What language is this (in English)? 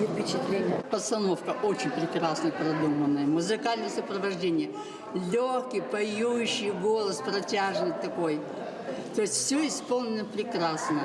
Khakas